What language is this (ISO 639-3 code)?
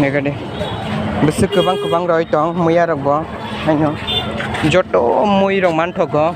trp